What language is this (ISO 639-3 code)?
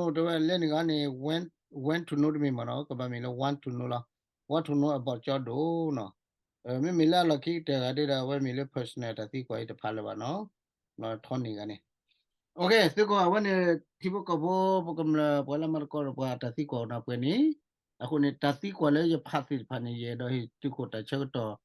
ksw